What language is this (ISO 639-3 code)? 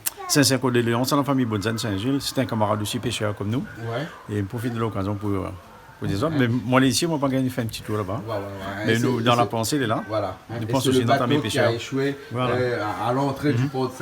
rcf